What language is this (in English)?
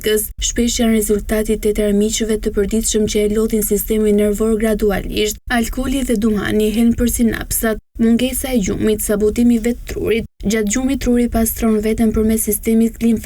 Albanian